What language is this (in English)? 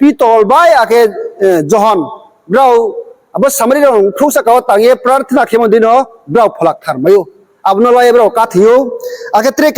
Riang (India)